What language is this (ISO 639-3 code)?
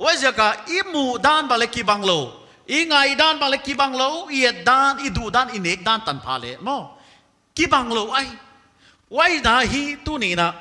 pck